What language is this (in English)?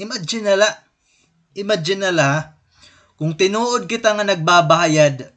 Waray